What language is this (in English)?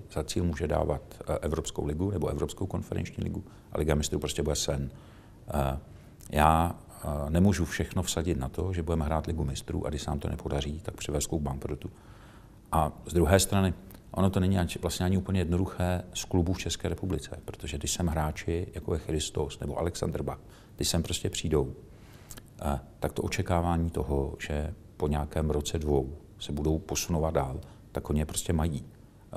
Czech